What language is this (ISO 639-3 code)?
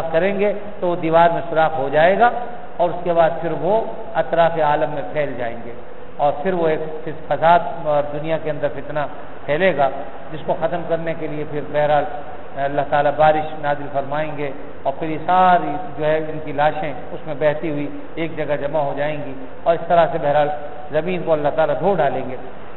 urd